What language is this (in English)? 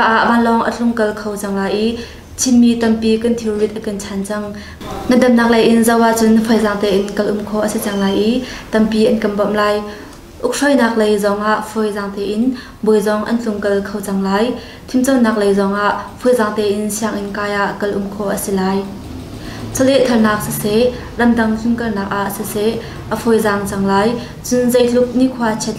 Hakha Chin